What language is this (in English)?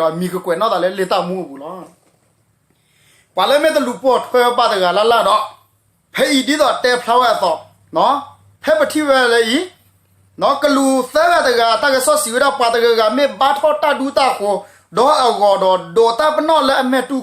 S'gaw Karen